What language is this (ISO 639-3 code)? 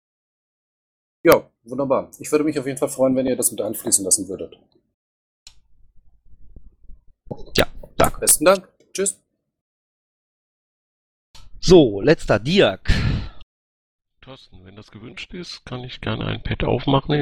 deu